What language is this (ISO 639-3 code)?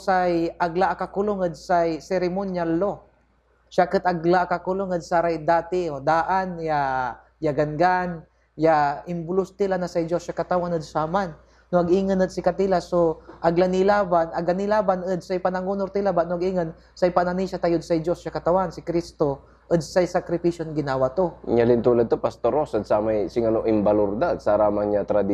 pag